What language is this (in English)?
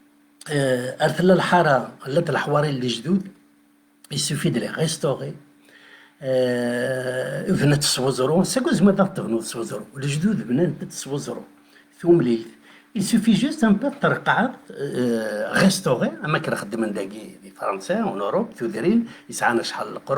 Kabyle